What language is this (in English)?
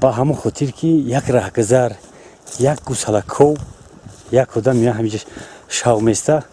Tajik